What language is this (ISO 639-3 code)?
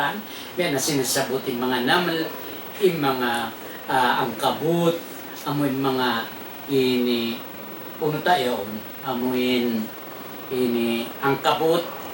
tsg